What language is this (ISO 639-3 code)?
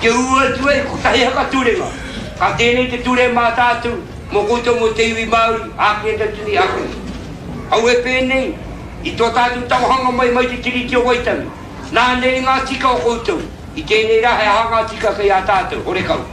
mri